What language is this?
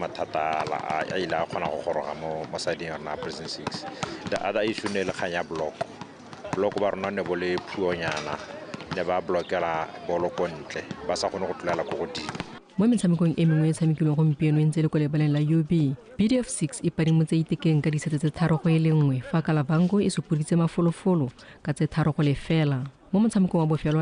Tswana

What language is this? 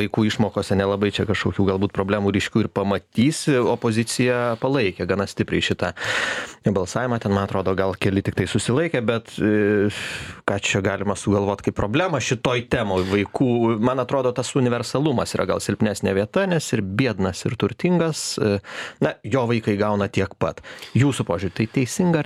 Lithuanian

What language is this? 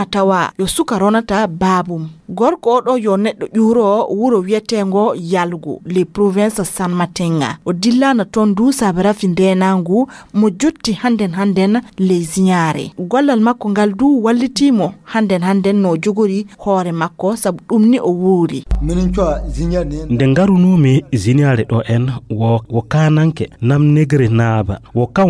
Fula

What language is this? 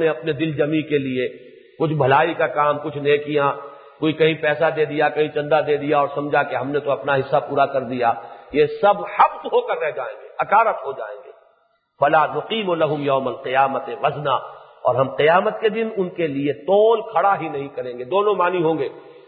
Urdu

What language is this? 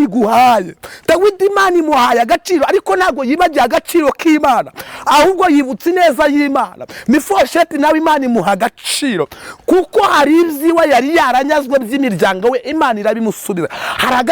Kinyarwanda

